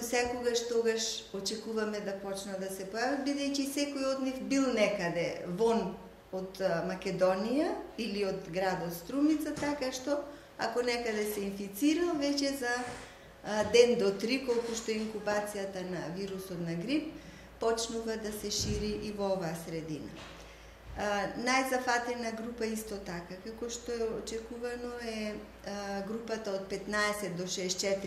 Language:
Macedonian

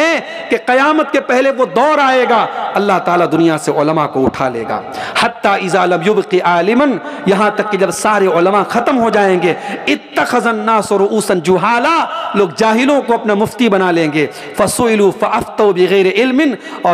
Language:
Urdu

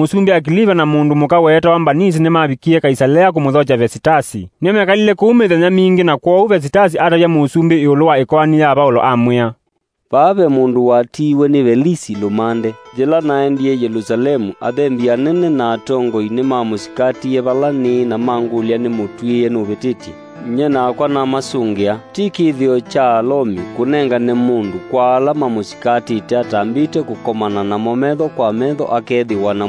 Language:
Kamba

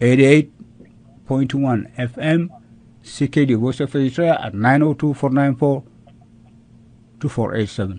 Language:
Tigrinya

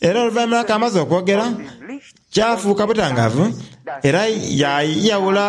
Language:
Soga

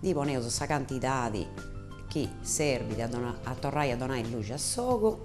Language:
Sardinian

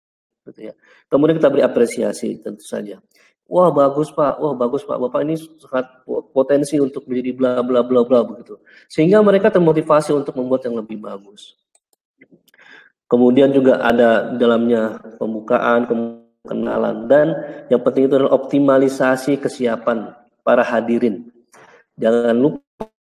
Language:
Indonesian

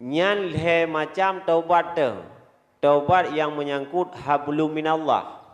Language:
Achinese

